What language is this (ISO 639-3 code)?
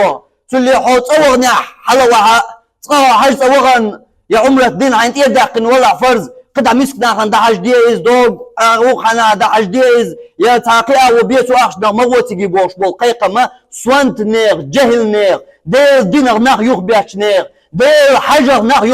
che